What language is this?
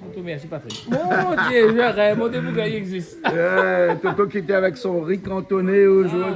Réunion Creole French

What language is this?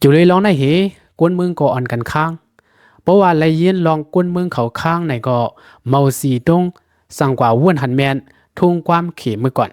Lao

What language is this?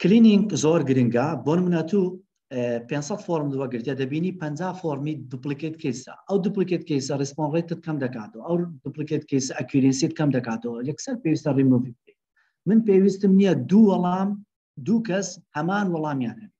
Central Kurdish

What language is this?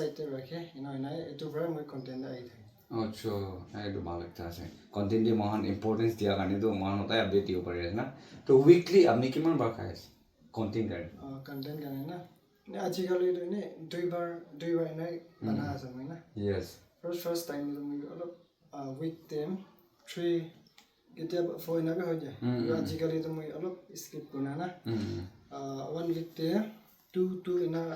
Naga Pidgin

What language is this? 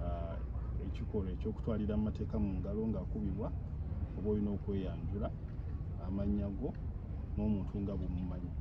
Ganda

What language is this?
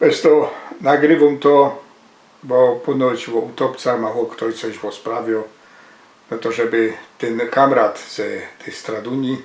Silesian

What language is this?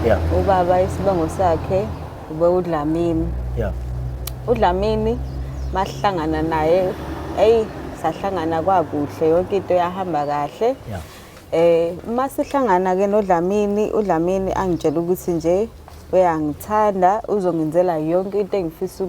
Zulu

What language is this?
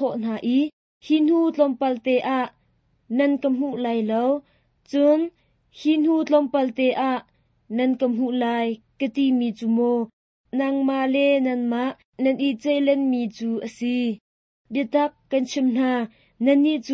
Hakha Chin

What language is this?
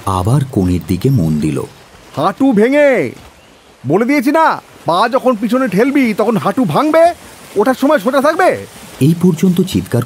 Bangla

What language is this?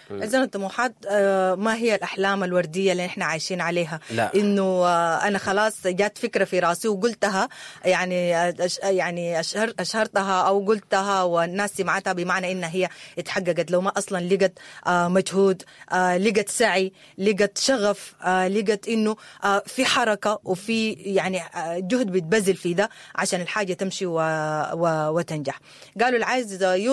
Sudanese Arabic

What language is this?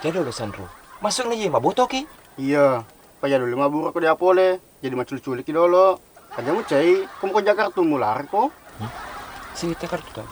Buginese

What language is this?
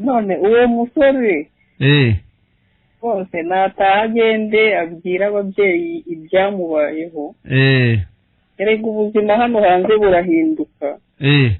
Kinyarwanda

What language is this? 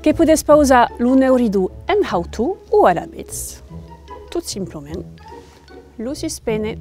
Occitan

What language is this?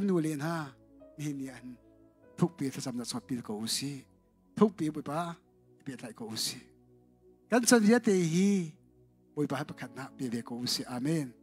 Hakha Chin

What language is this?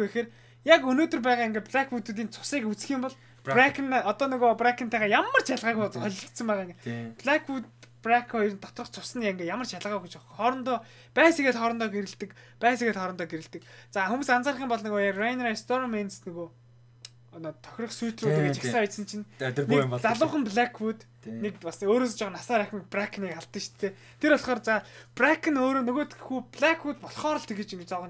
Mongolian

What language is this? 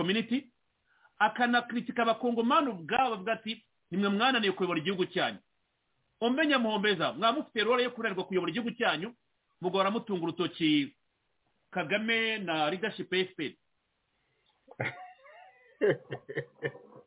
Kinyarwanda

